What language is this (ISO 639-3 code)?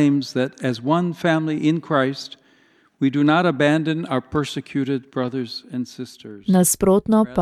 slv